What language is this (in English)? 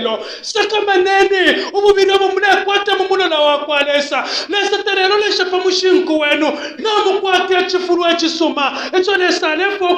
Bemba